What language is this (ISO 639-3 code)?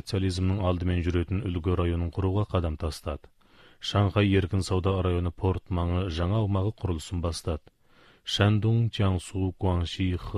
kaz